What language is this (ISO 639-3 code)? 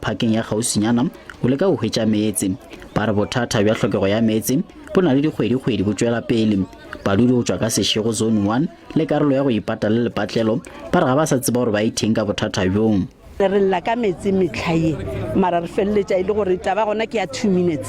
nso